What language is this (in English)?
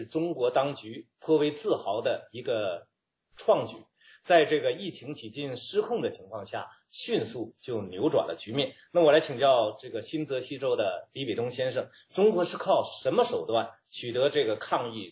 Chinese